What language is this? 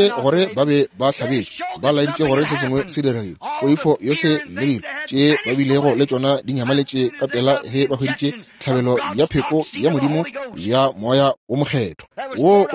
Northern Sotho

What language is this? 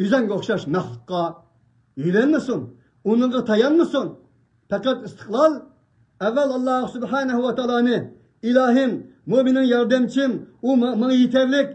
Uyghur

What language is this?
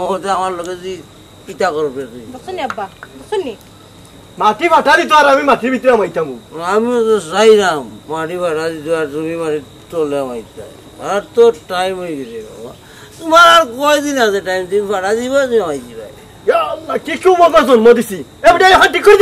Sylheti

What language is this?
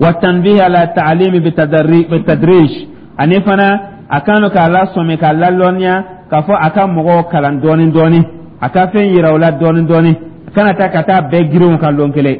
Dyula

